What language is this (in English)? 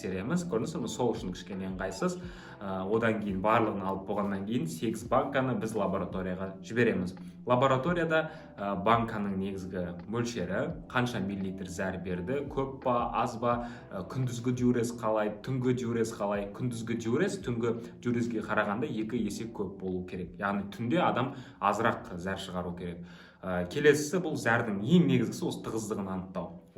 Kazakh